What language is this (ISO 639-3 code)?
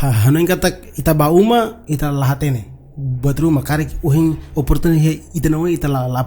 tet